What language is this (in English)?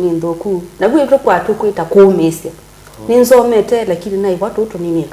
Kamba